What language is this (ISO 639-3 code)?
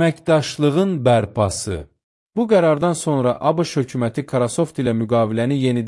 aze